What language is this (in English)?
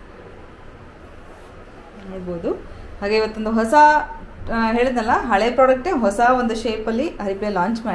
Kannada